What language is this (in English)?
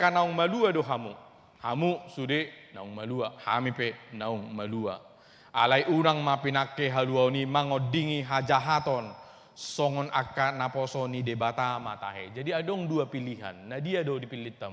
Batak Toba